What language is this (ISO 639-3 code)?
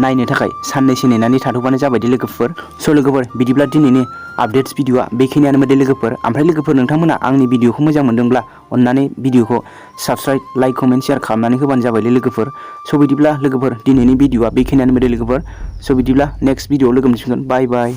brx